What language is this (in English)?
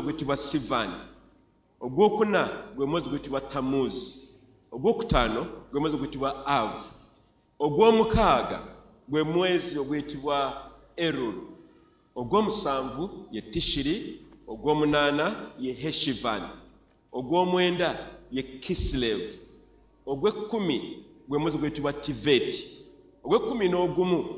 Ganda